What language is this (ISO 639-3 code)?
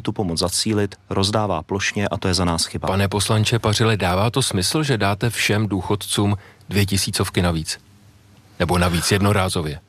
ces